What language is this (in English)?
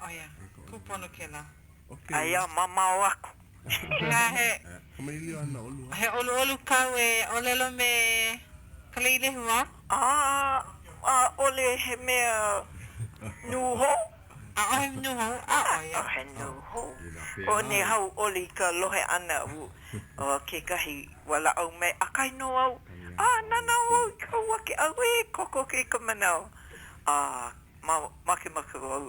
Hawaiian